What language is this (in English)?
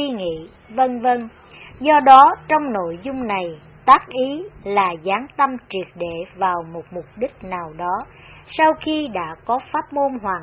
Vietnamese